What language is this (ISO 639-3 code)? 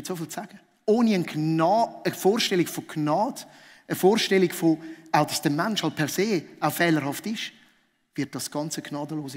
gsw